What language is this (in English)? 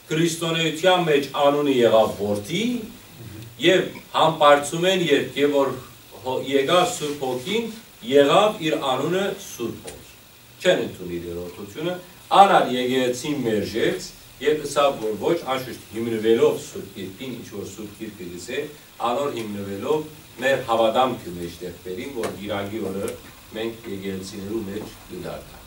Western Armenian